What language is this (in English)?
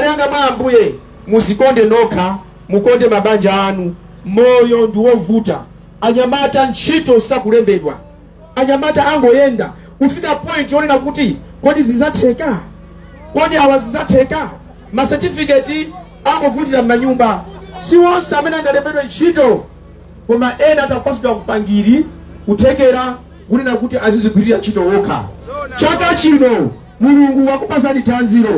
Nyanja